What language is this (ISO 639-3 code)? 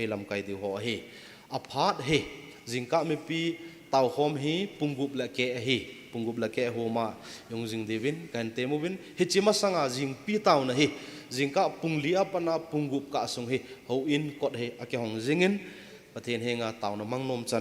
tcz